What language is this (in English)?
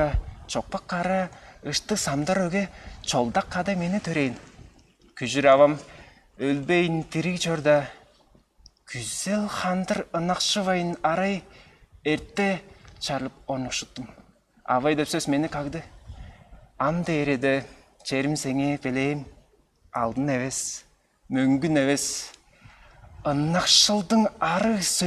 Tuvinian